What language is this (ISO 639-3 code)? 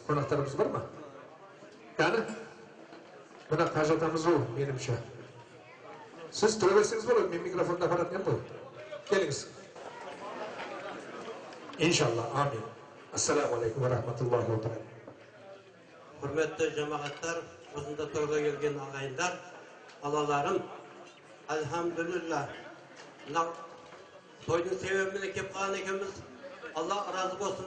kaz